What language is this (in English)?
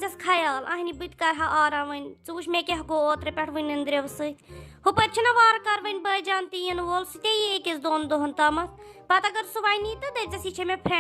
Kashmiri